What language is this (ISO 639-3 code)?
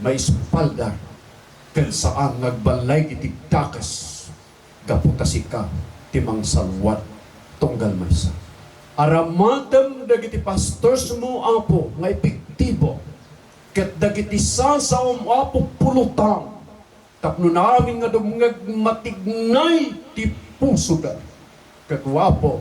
ilo